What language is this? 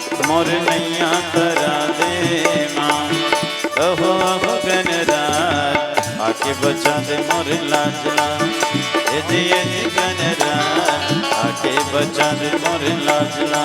Chhattisgarhi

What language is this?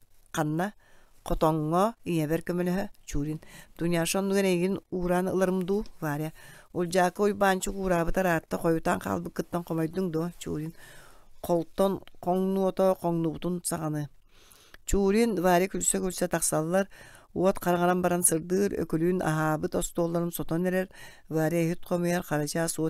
Yakut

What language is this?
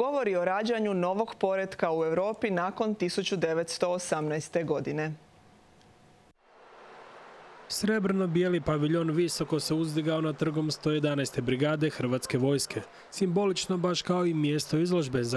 Croatian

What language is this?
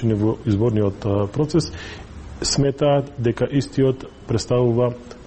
Macedonian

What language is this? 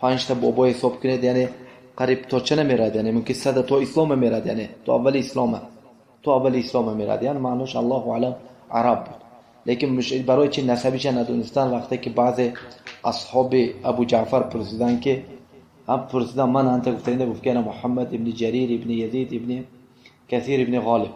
Tajik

